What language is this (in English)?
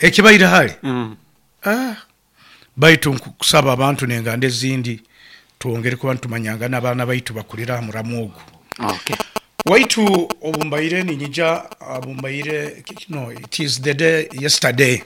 Nyoro